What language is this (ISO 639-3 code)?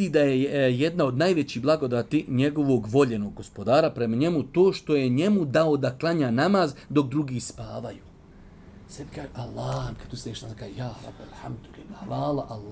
bos